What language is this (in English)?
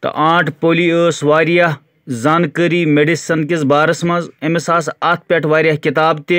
Kashmiri